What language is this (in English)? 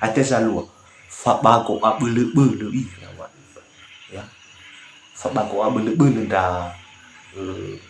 Nias